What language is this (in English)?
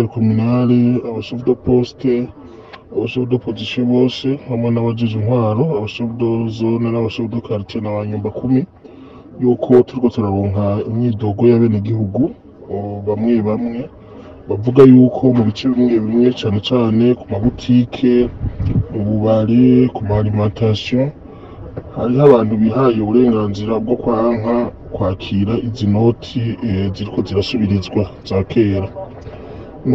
Rundi